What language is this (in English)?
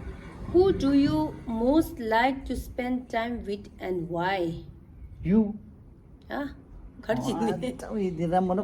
Tibetan